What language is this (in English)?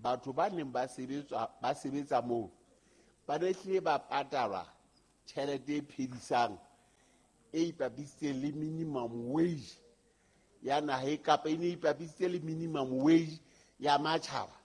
Southern Sotho